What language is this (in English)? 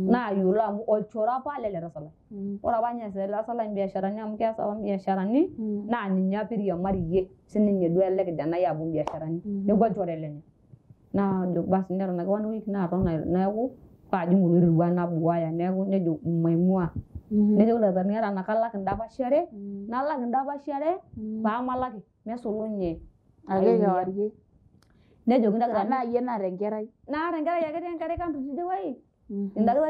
Masai